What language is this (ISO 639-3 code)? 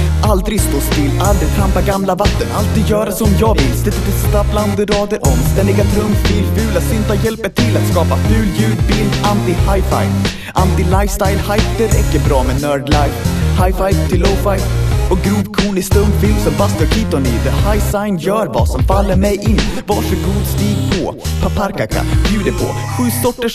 swe